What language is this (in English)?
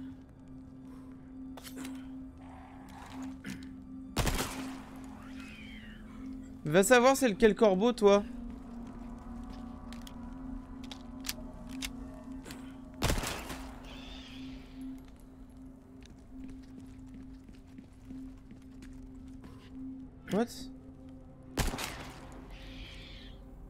French